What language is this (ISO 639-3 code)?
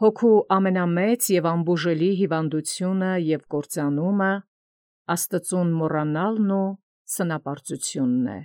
hye